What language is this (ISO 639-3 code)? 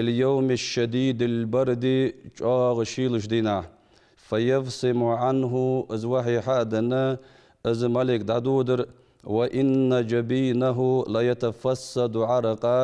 inh